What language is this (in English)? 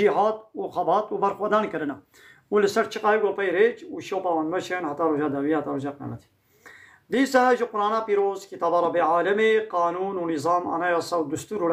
Kurdish